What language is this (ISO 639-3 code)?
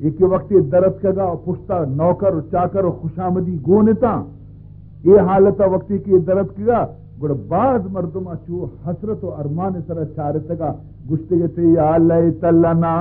bal